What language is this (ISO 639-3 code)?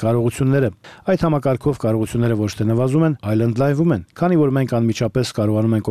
hye